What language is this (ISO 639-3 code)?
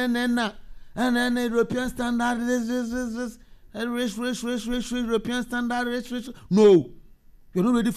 aka